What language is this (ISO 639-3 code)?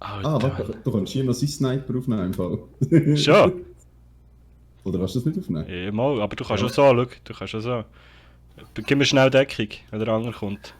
gsw